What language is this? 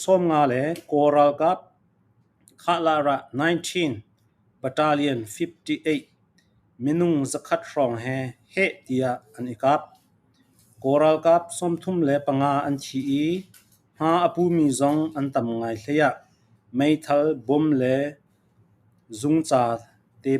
Falam Chin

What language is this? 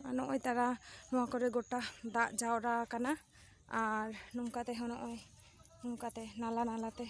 Santali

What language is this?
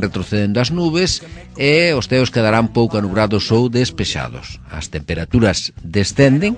Galician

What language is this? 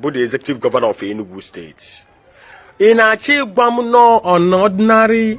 Igbo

